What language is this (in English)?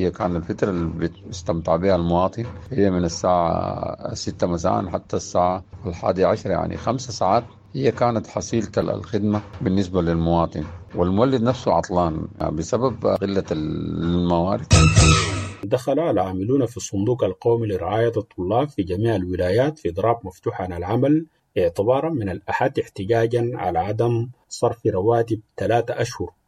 Sudanese Arabic